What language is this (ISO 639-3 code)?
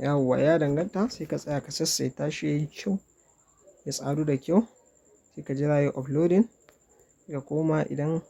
hau